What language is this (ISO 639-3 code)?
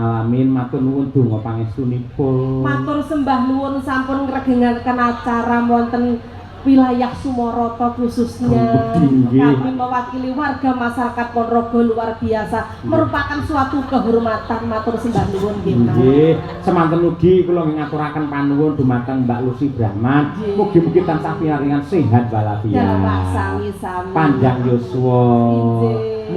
jav